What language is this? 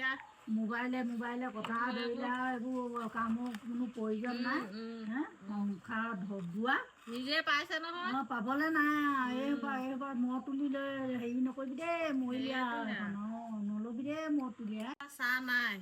Assamese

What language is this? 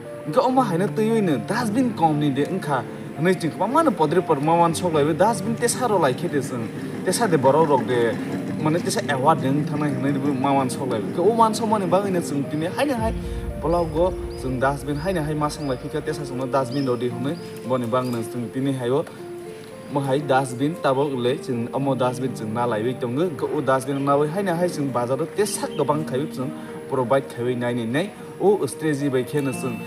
Kok Borok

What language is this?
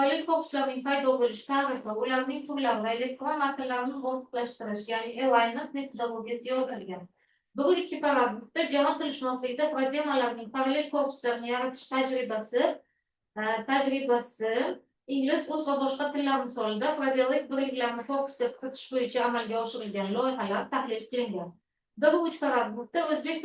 Uzbek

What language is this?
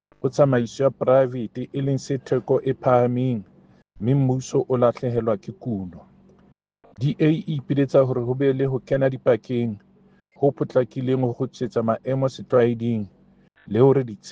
Southern Sotho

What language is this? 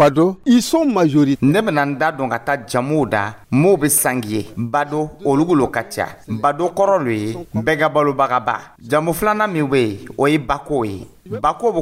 Dyula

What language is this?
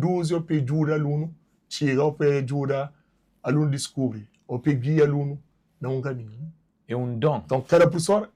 Kabuverdianu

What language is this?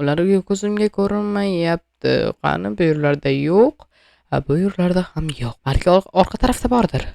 Uzbek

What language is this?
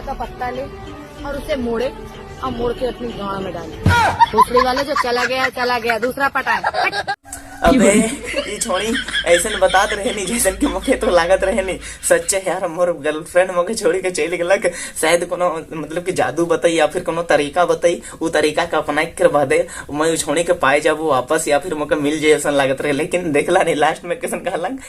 Sadri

